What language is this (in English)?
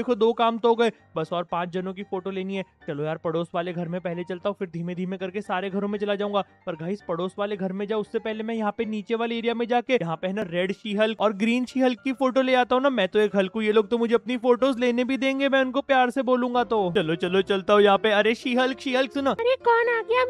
Hindi